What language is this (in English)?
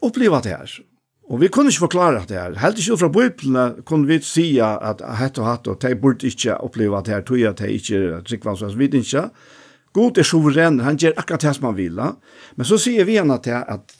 Faroese